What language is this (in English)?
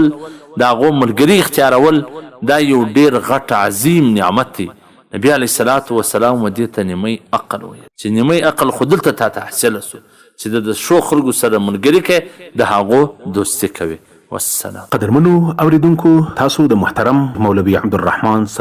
Pashto